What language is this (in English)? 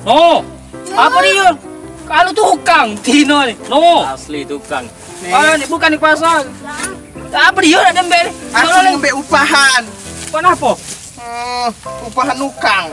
Musi